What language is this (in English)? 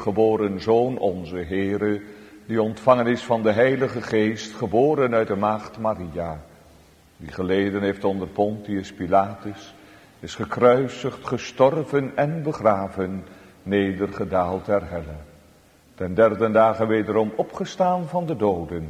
Dutch